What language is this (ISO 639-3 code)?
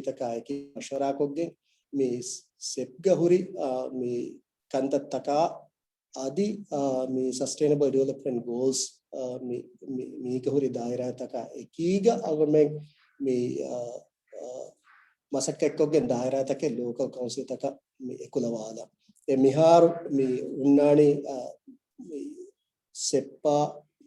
div